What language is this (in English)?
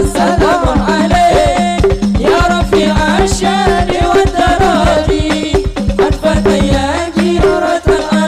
Madurese